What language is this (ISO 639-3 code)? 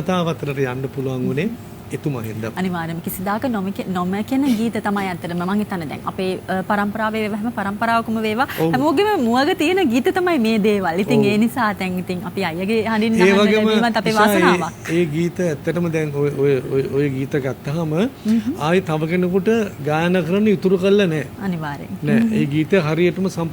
sin